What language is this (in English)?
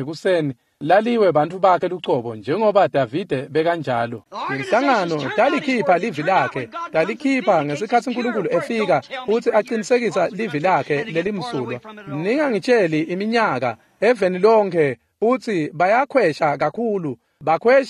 Swati